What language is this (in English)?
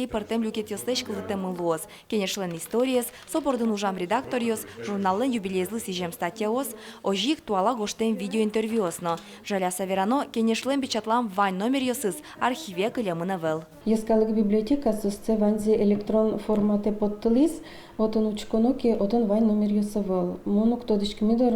Udmurt